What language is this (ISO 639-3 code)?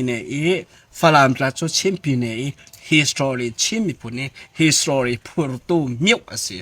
cfm